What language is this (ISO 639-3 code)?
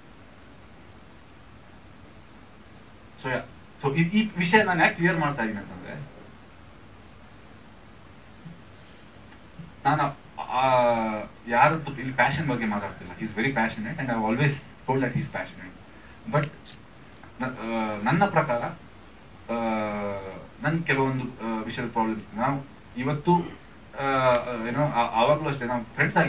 kan